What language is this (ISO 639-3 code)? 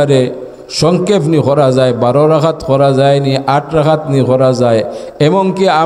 syl